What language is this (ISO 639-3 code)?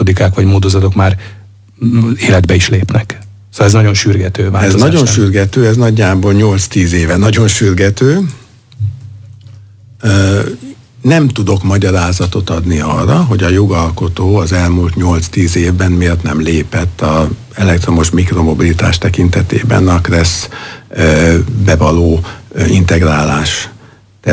hun